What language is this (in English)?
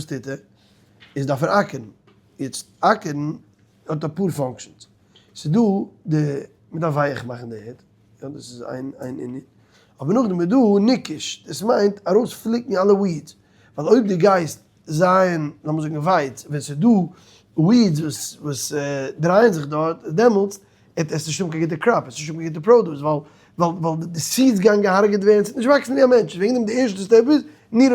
Yiddish